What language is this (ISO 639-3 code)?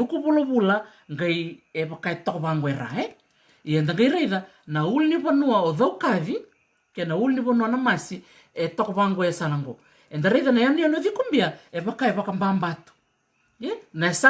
fij